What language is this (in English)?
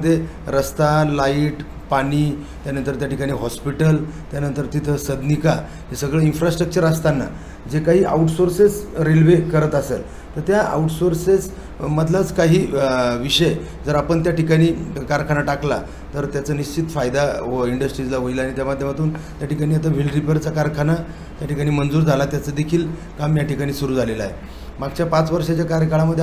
Marathi